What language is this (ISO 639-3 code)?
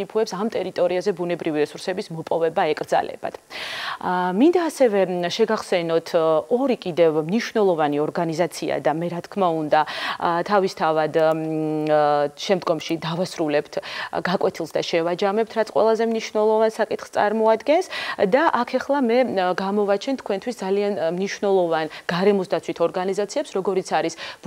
kat